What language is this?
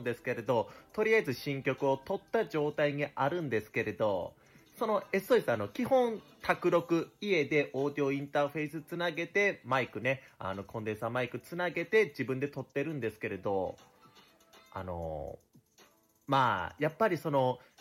Japanese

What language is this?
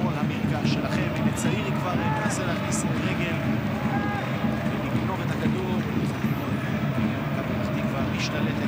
Hebrew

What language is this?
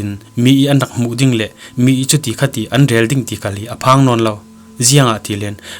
Falam Chin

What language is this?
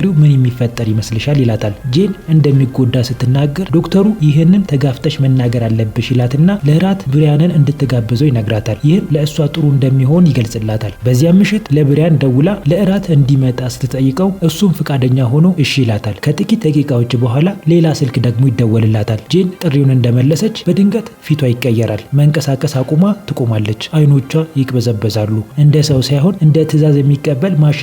Amharic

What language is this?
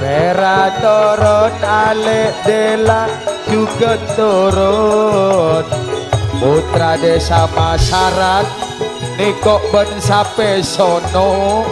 Madurese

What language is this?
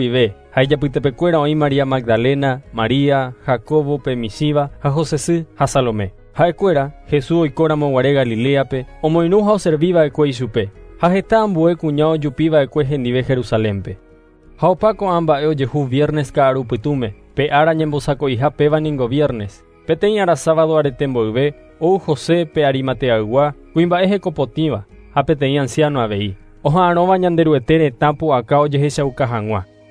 Guarani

